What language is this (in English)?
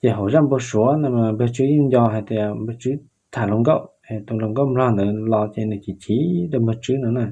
Hmong